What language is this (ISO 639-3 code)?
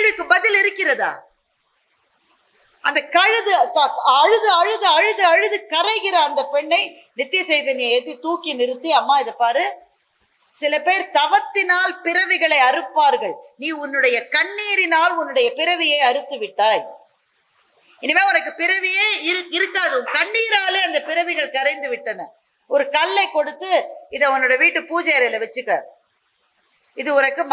tam